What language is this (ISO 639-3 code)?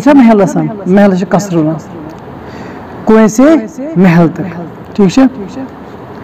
kas